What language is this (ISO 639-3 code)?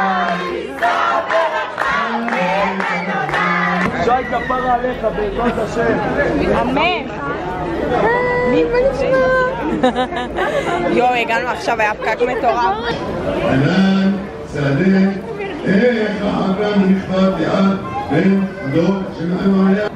heb